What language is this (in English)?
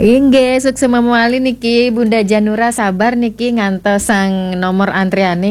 Balinese